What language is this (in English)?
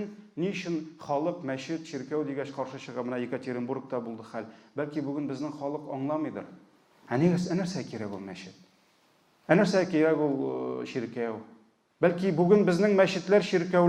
Tatar